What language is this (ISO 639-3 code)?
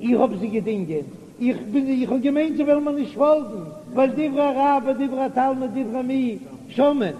yid